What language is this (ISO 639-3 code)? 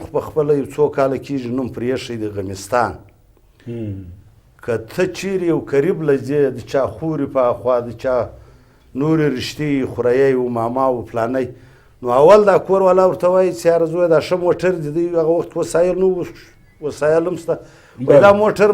pus